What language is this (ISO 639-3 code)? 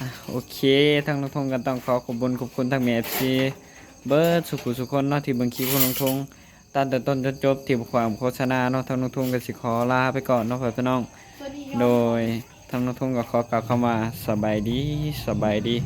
tts